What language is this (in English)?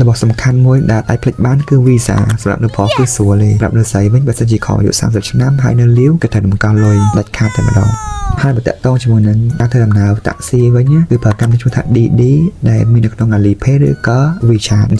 Khmer